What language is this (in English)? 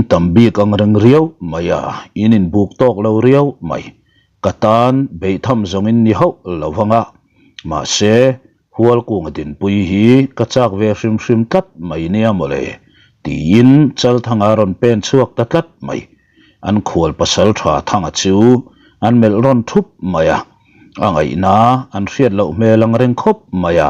Mizo